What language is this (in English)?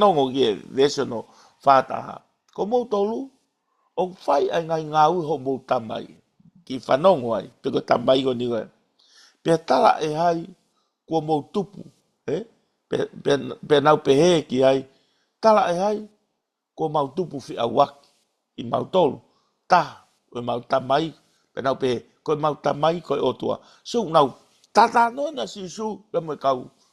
Tongan